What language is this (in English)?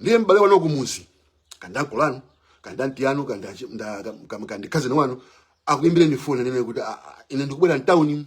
Nyanja